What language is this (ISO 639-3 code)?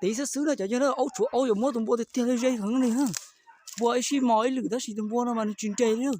hmn